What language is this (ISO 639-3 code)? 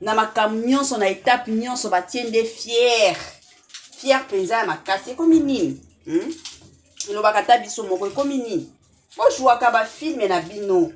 lin